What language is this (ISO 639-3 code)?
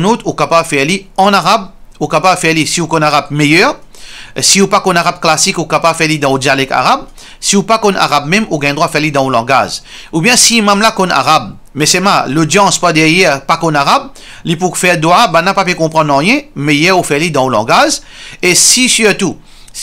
mfe